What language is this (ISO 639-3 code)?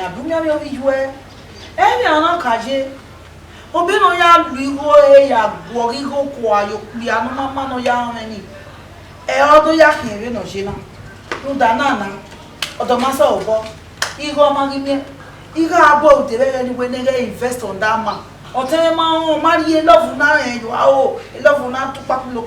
bin